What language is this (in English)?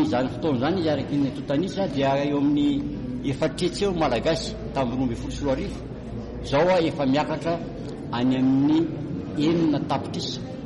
Malagasy